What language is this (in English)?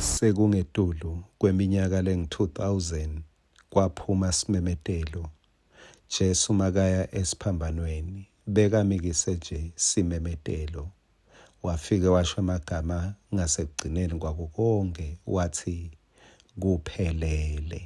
Swati